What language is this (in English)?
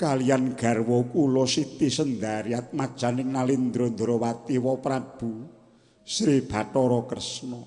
Javanese